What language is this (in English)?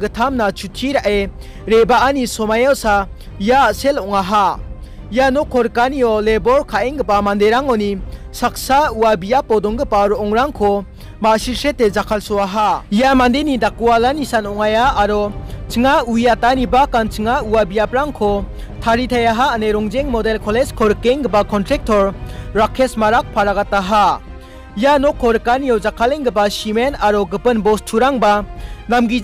Garo